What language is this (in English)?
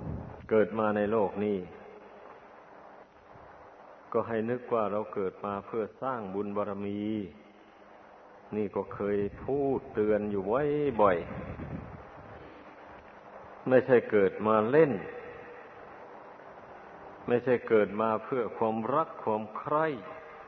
Thai